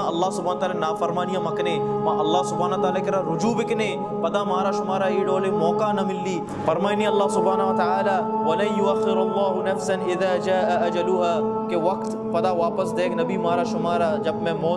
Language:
Baluchi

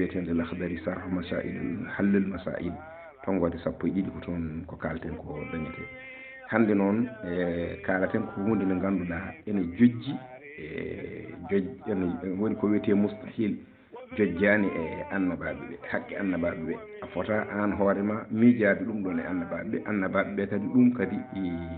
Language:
Fula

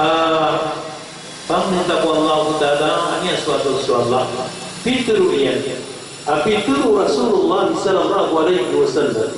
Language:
Maranao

